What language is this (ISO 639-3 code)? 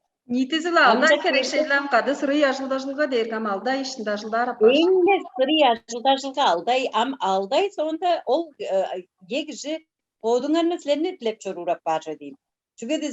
tyv